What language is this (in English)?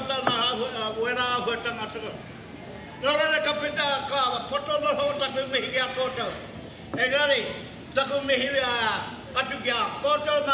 Māori